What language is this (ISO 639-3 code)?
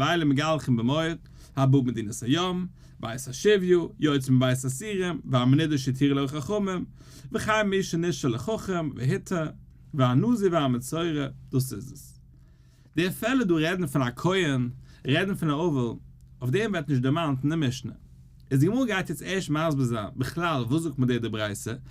yid